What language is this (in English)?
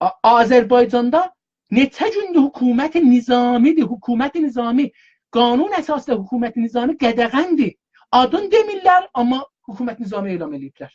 South Azerbaijani